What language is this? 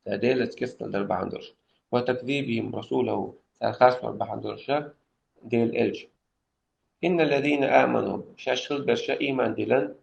Chechen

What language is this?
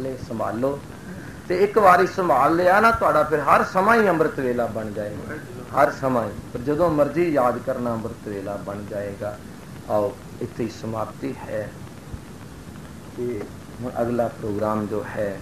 Punjabi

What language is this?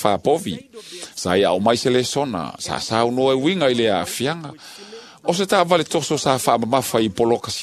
Samoan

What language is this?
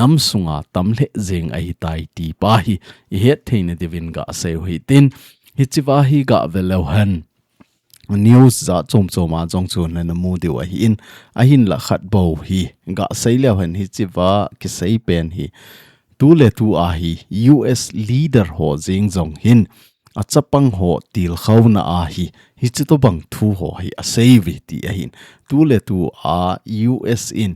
Thado Chin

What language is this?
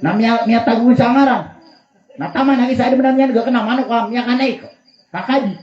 Maranao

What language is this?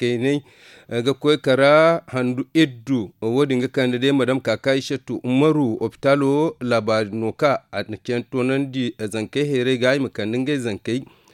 Zarma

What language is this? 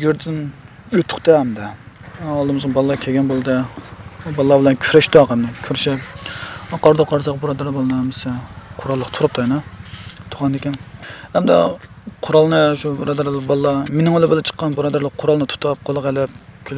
Uyghur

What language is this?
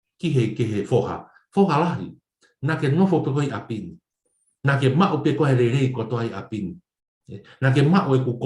Tongan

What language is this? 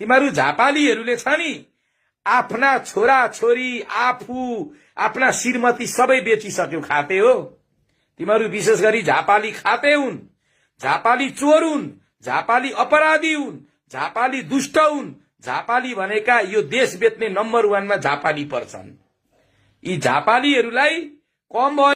Nepali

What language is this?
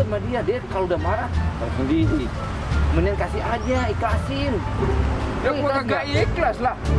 Betawi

